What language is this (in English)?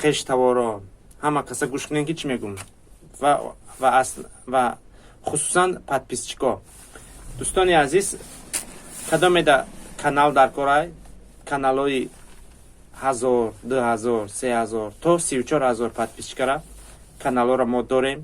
Tajik